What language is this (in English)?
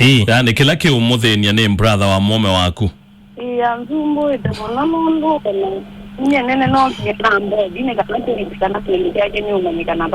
Kamba